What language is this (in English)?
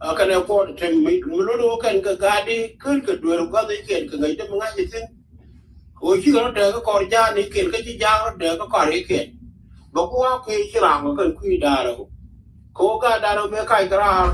Nuer